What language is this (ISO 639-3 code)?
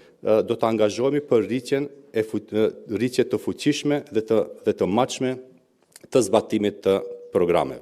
sqi